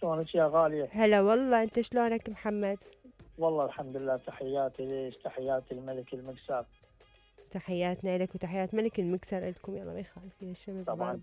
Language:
Mesopotamian Arabic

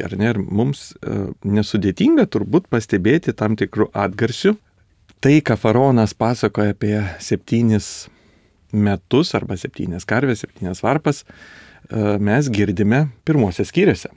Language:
Lithuanian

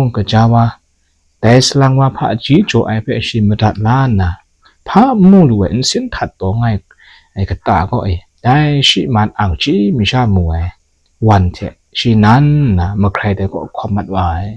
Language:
Kachin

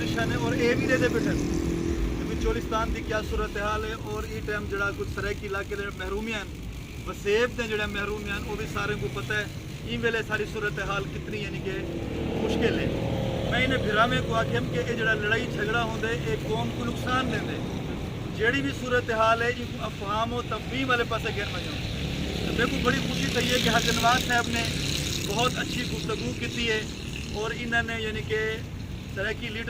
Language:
Saraiki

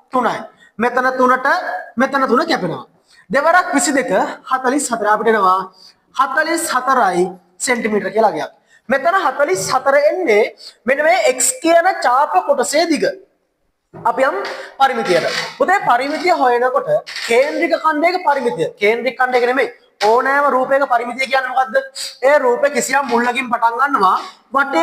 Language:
Sinhala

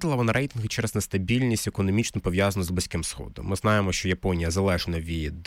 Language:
Ukrainian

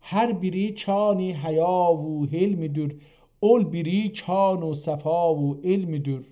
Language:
South Azerbaijani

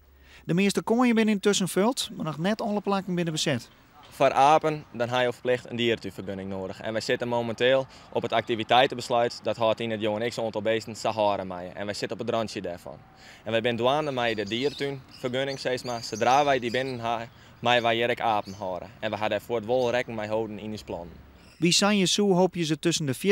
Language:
Western Frisian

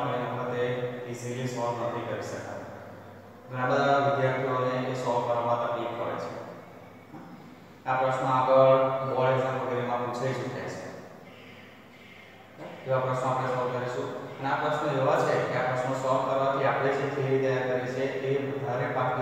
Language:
Gujarati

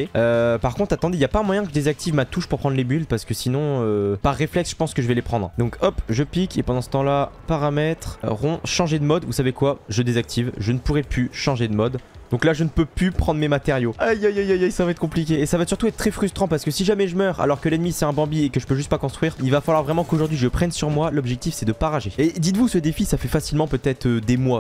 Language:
French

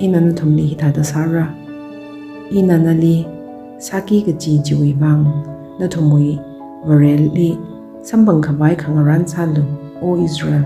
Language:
Tangkhul Naga (India)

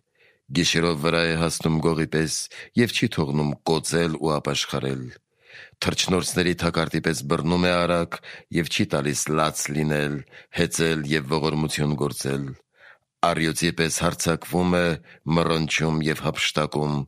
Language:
Armenian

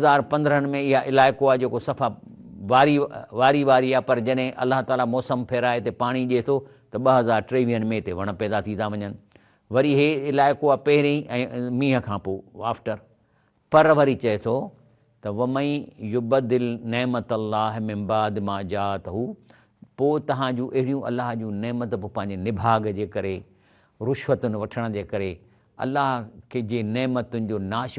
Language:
Sindhi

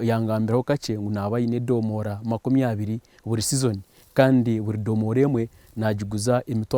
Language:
Nyankole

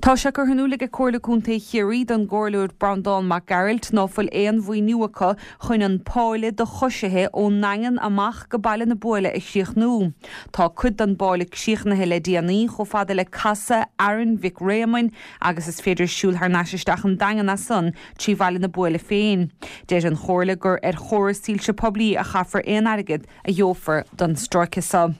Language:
Irish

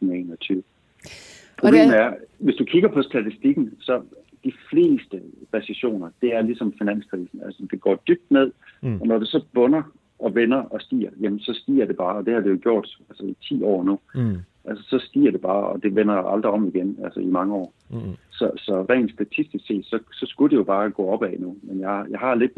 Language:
Danish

